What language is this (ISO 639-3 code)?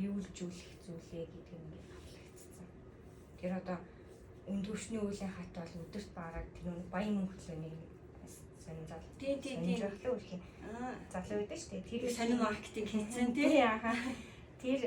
mon